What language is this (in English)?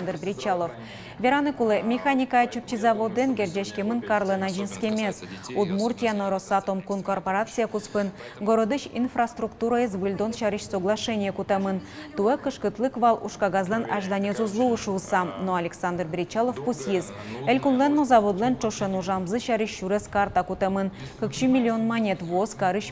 Udmurt